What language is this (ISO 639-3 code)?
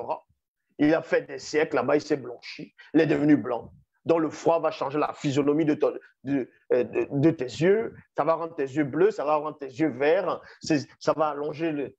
fra